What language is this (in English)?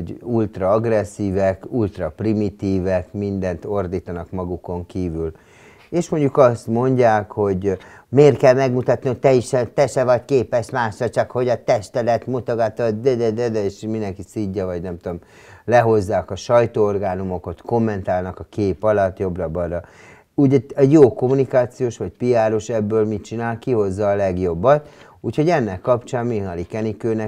Hungarian